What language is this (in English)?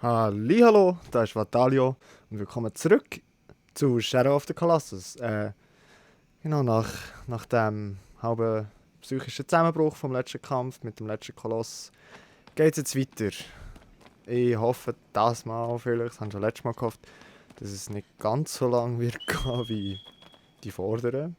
Swiss German